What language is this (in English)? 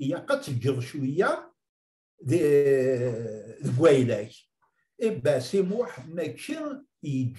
Kabyle